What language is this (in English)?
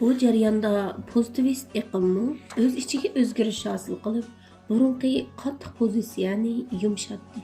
Uyghur